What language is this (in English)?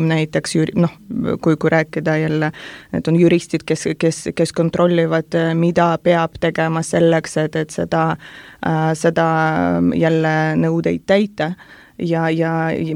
Estonian